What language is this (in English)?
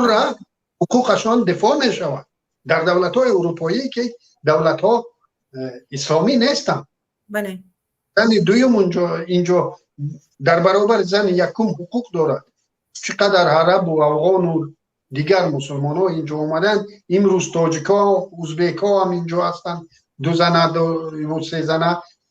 Tajik